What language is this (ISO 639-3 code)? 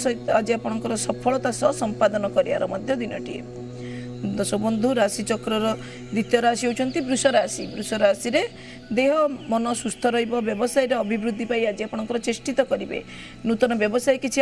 ori